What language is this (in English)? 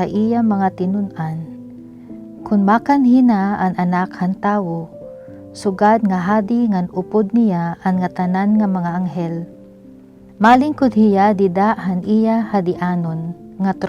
Waray